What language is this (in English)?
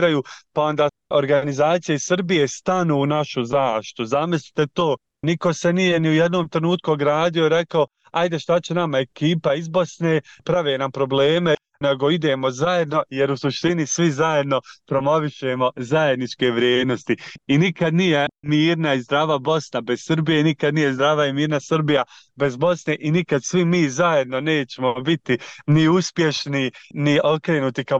Bosnian